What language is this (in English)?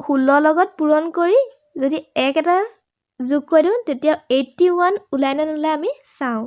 Assamese